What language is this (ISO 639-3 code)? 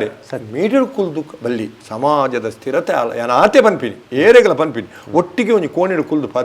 tcy